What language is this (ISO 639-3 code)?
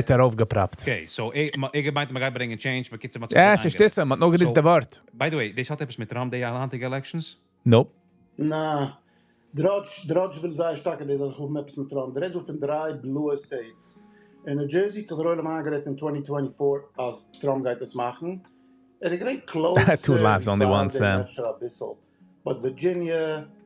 yid